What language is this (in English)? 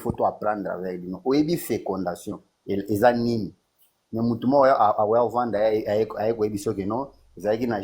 Lingala